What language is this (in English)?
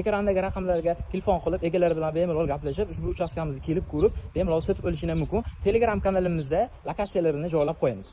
Uzbek